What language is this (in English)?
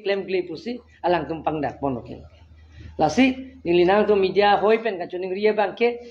Karbi